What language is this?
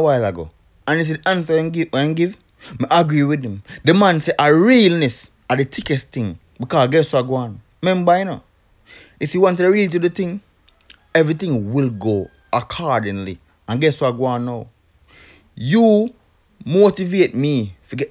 Jamaican Creole English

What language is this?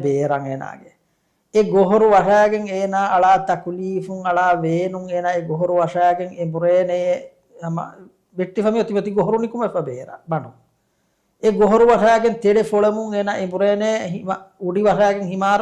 Divehi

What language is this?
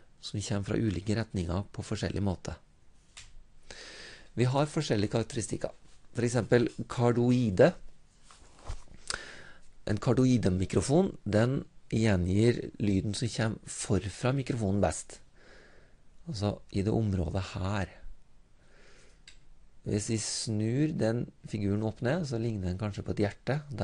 Norwegian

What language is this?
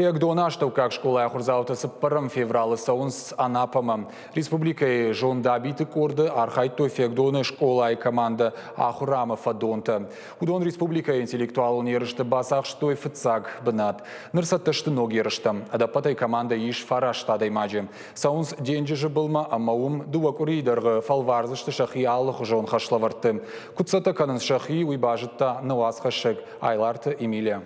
Ossetic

